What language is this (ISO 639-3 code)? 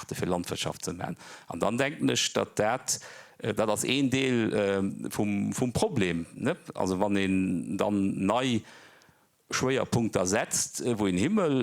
ltz